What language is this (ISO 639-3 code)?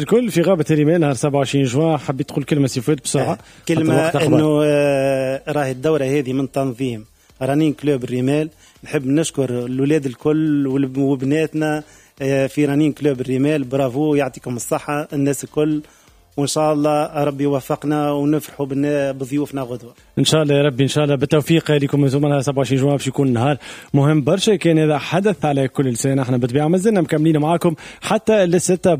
aeb